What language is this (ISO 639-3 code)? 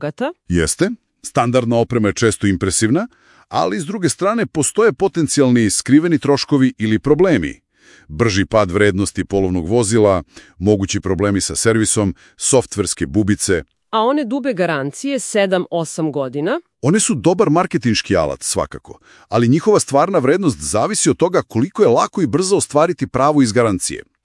srp